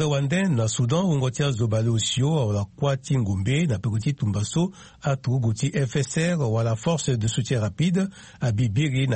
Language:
Sango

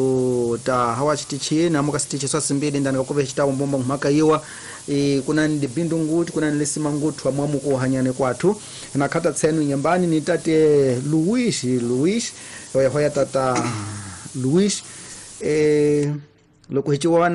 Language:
Tsonga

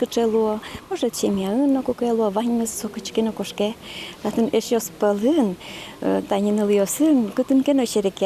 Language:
Udmurt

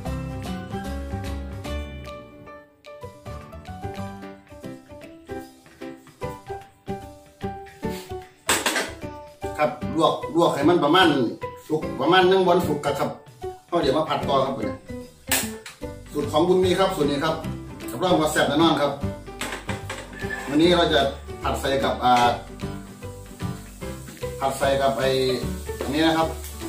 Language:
Thai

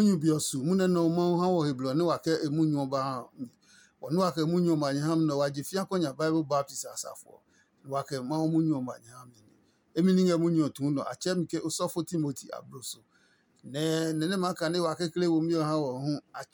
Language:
Adangme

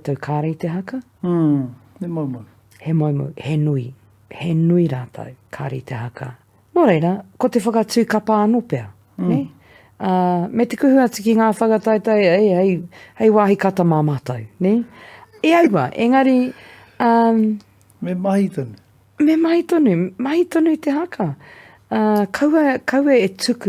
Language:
Māori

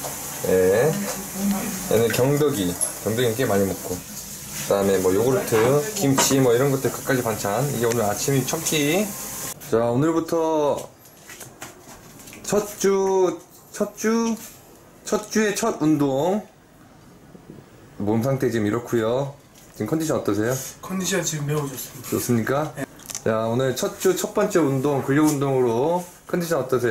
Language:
Korean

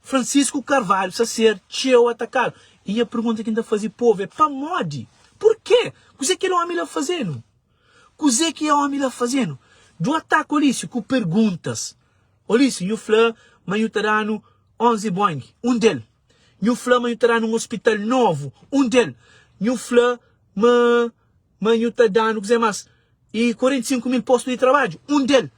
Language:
Kabuverdianu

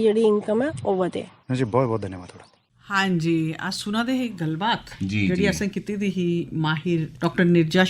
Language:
Dogri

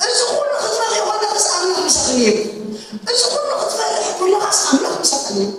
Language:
Tigrinya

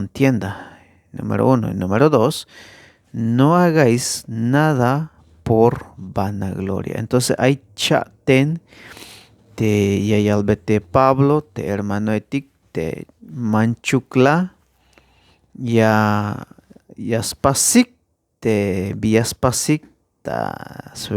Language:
Tzeltal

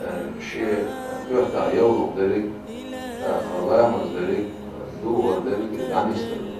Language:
Chechen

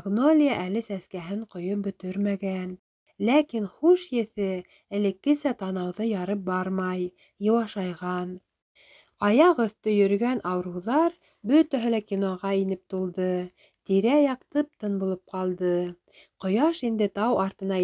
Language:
Bashkir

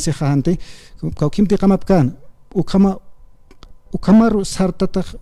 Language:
Aymara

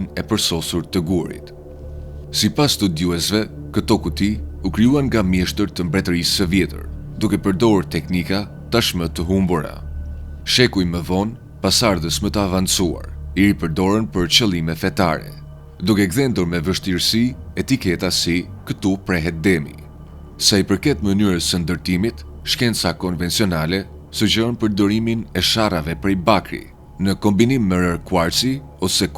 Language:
Albanian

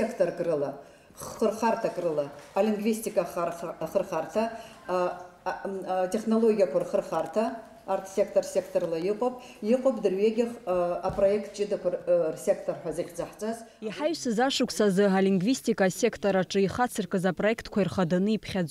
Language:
Abkhazian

